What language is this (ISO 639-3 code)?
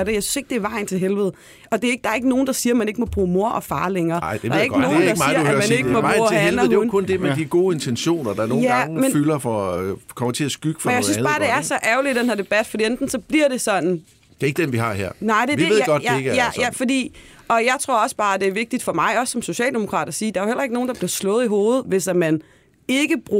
dan